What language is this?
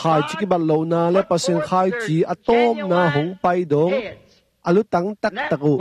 Tedim Chin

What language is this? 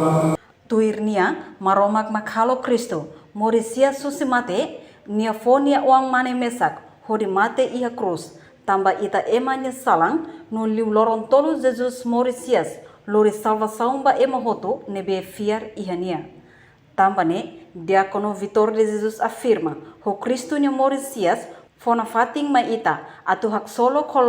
Tetum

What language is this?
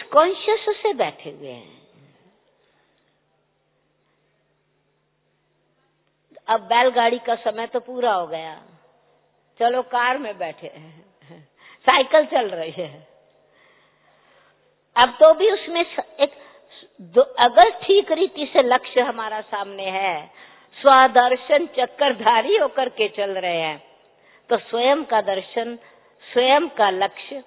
Hindi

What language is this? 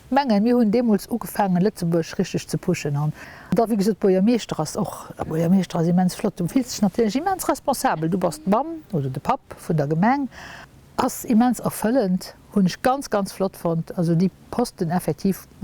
Luxembourgish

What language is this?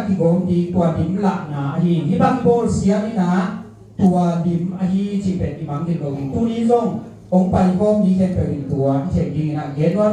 Tedim Chin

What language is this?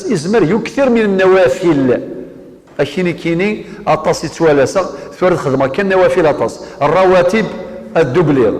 Kabyle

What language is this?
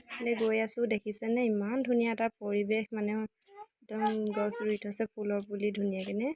Assamese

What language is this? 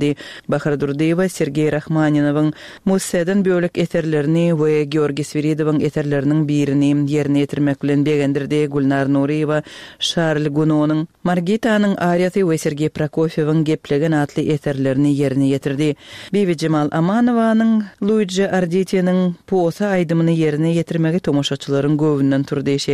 Turkmen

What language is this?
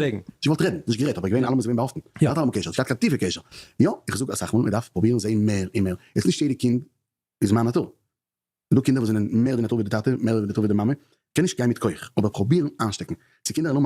Yiddish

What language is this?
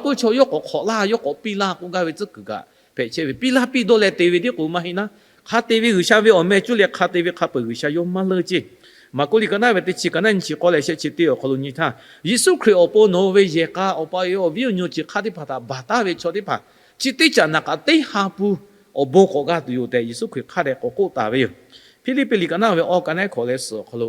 Lahu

